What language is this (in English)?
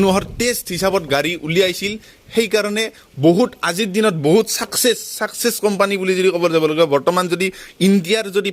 Assamese